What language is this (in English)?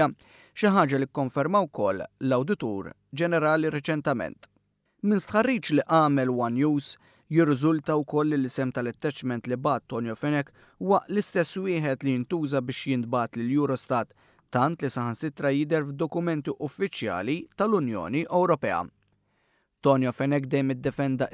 Maltese